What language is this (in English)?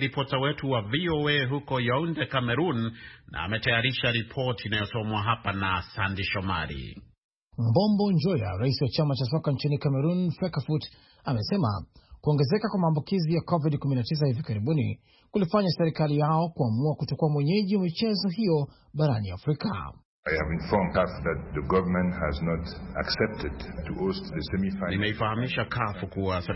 Swahili